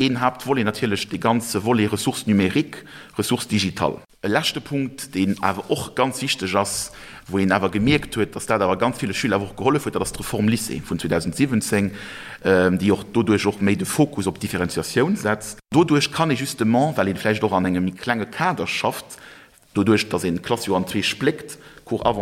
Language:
Luxembourgish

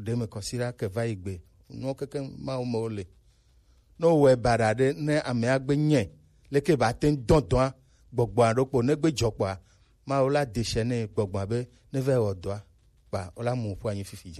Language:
Gen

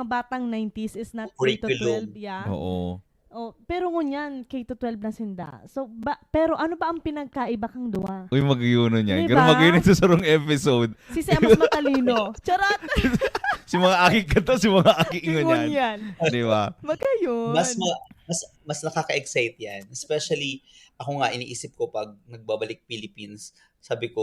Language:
Bikol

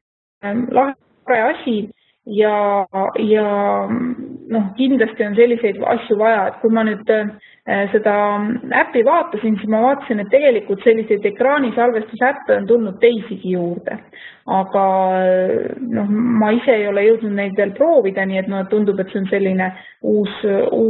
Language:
Estonian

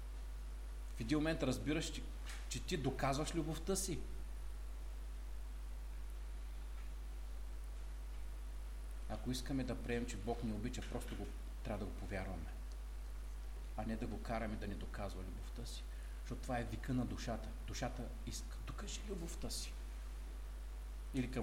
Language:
Bulgarian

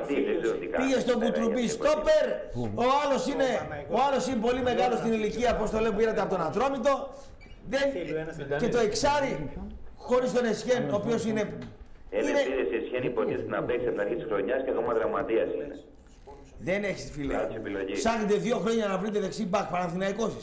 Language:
Greek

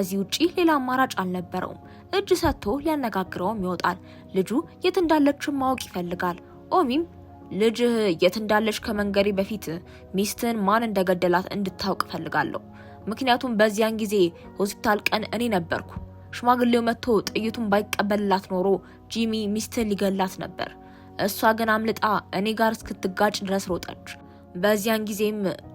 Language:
Amharic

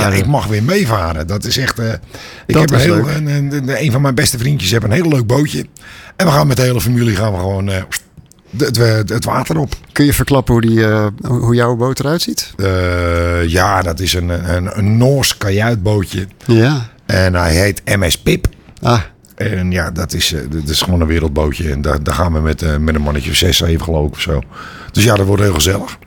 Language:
Dutch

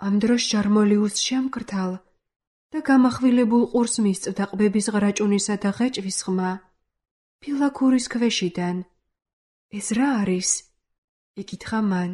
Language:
Georgian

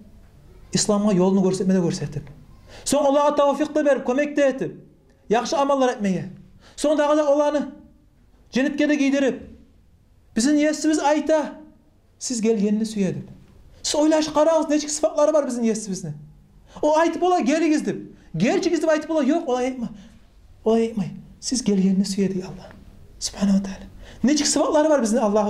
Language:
Kumyk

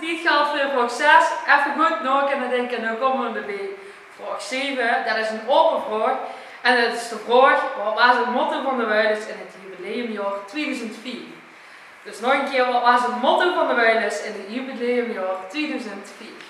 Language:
Limburgish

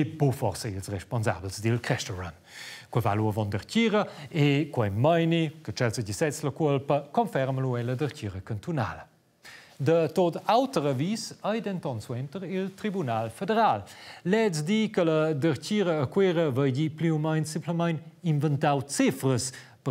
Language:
Romansh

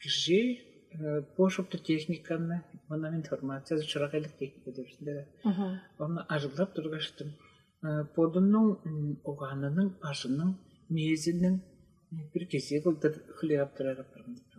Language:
Tuvinian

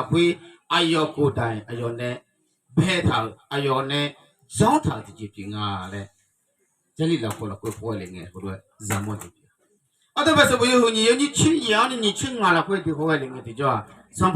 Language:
Akha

